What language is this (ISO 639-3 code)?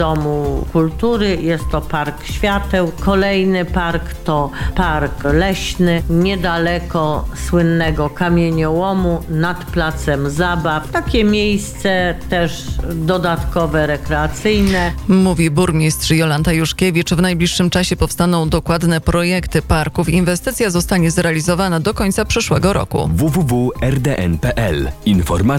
pol